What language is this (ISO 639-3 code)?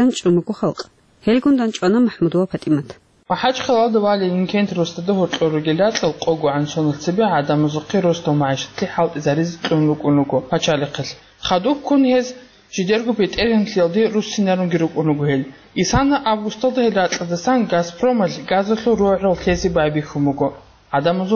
ava